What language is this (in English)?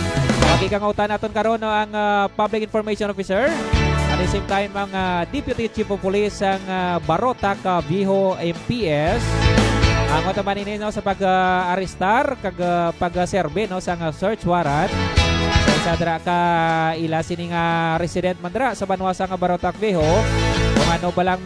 Hiligaynon